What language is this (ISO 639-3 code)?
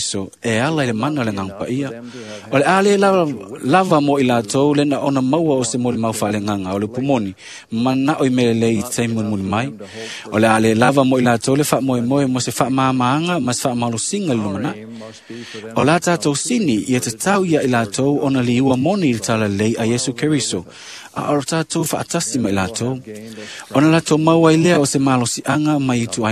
smo